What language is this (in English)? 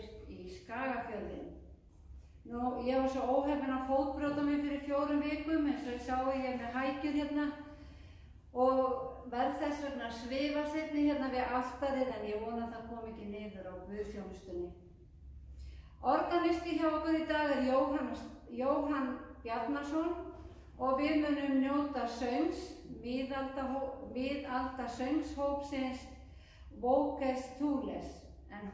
Icelandic